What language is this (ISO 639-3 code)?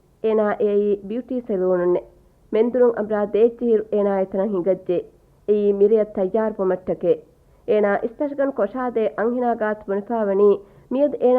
div